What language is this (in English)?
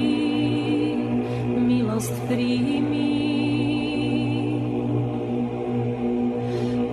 Serbian